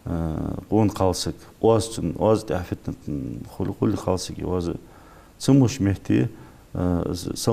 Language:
Ingush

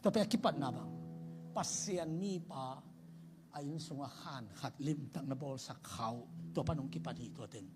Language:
Tedim Chin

